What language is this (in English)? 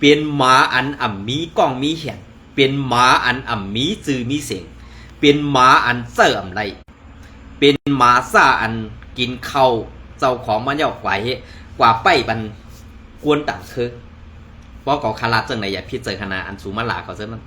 Shan